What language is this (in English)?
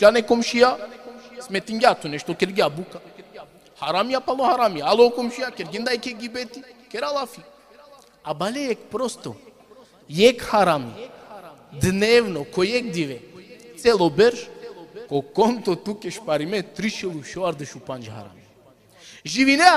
Balkan Romani